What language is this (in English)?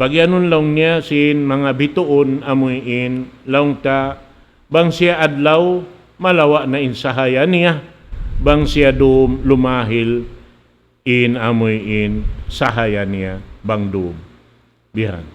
Tausug